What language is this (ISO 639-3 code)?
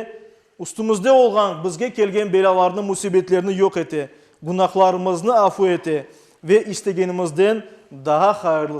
crh